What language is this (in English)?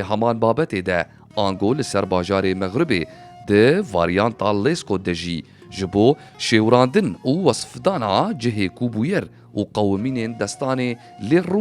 Kurdish